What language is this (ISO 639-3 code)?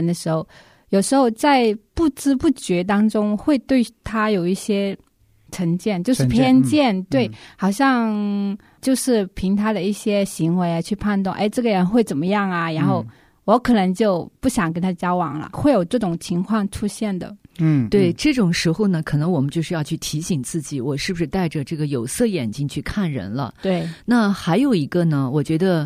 zho